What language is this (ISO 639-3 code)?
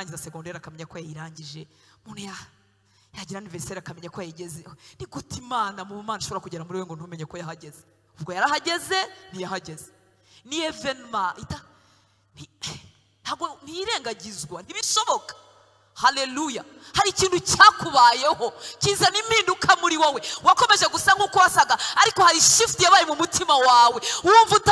kin